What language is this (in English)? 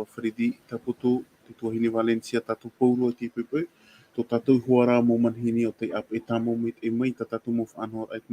Tahitian